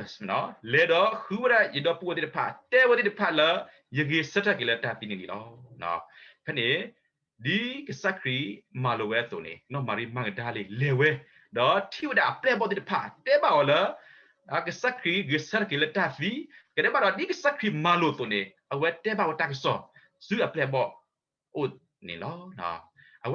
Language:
S'gaw Karen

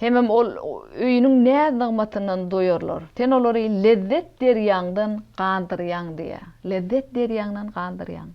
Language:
Turkmen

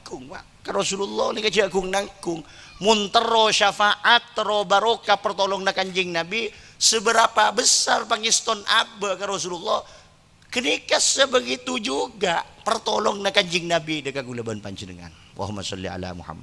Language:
Madurese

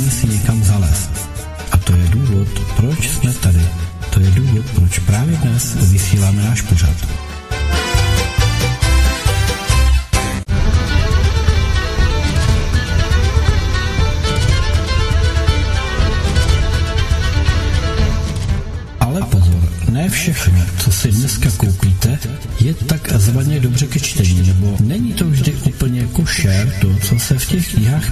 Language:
Czech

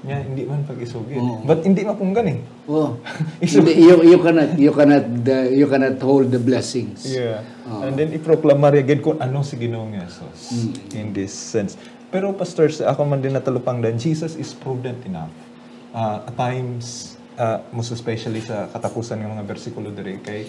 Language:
Hiligaynon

